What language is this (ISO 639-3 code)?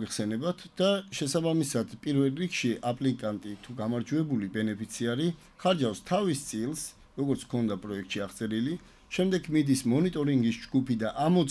kat